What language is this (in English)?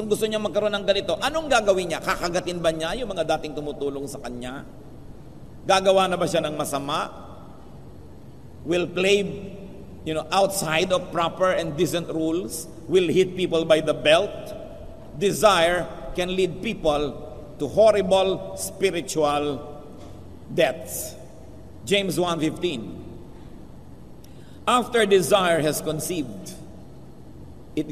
Filipino